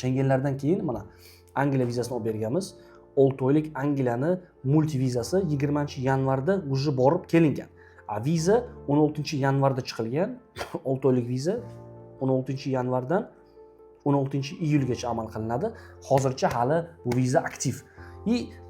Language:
Uzbek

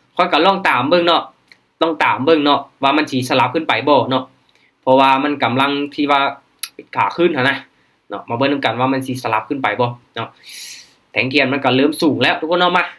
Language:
Lao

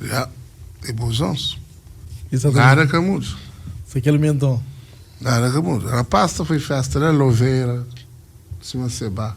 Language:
Kabuverdianu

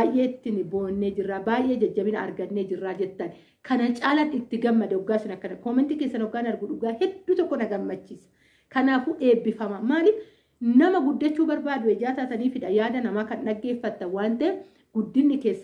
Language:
Oromo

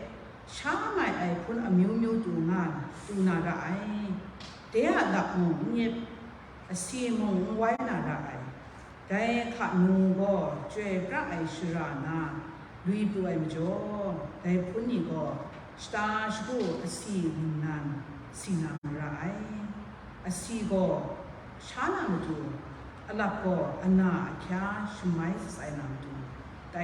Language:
Kachin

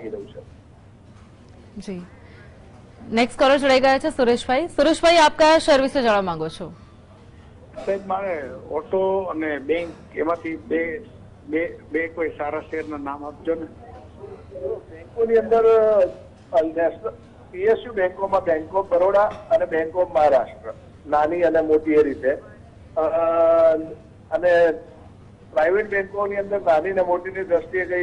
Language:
Gujarati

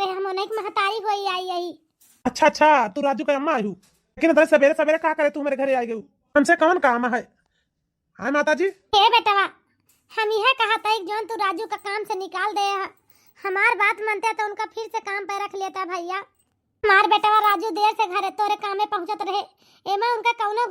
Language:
Awadhi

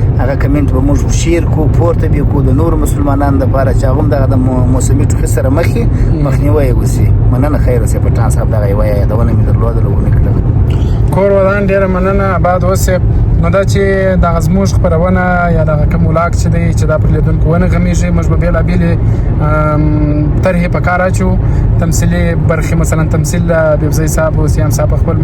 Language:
Pashto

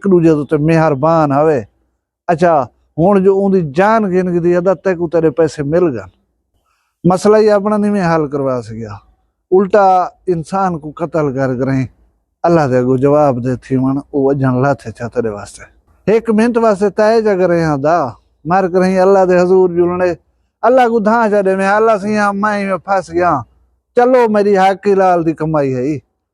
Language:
Saraiki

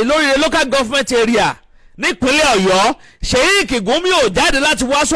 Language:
Yoruba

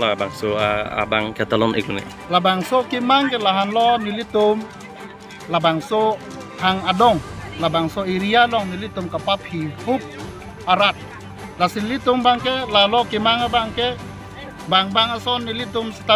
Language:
Karbi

